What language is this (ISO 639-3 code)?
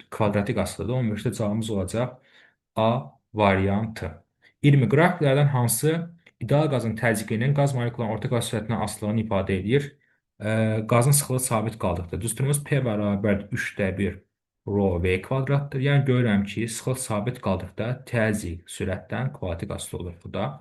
aze